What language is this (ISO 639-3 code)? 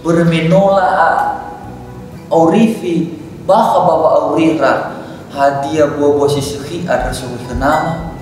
nia